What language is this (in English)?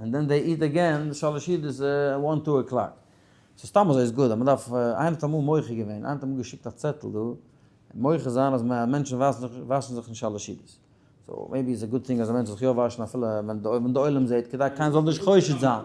Yiddish